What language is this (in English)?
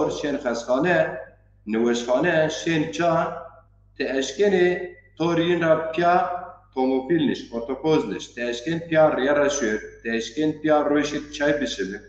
Zaza